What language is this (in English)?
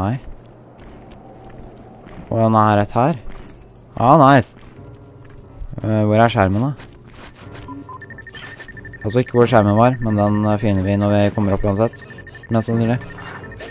Norwegian